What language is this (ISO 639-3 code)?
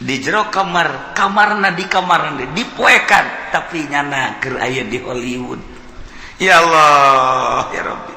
sun